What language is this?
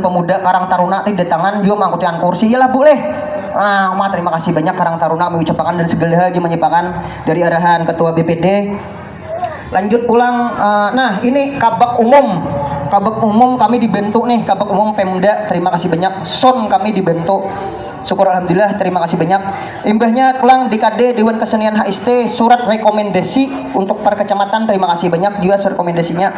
Banjar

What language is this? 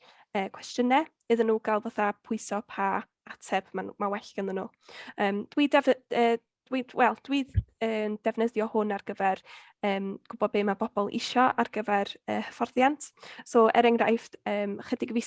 Welsh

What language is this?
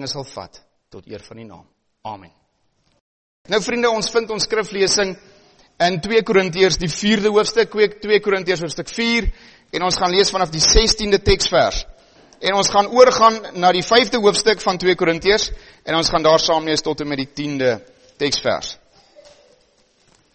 Afrikaans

